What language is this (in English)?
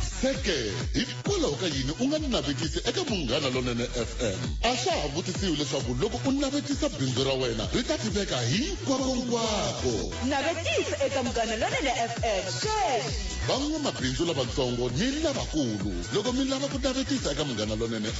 Tsonga